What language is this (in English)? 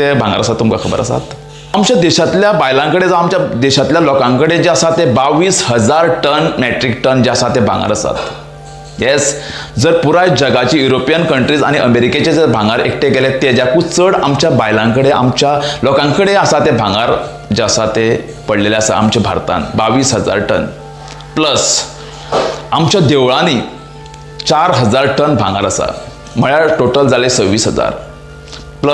Konkani